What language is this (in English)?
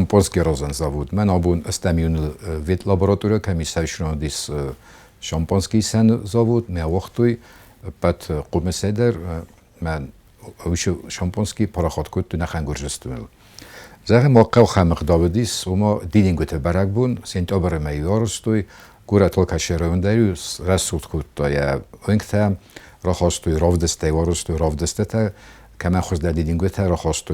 Ossetic